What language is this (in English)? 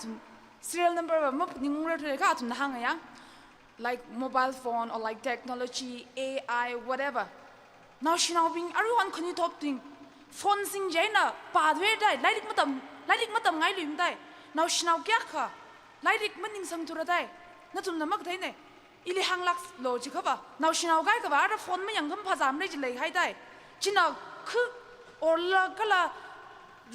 Tangkhul Naga (India)